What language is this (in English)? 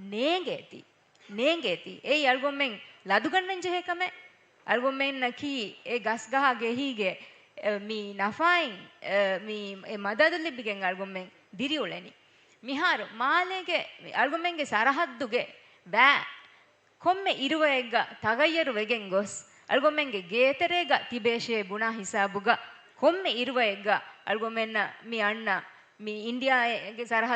Divehi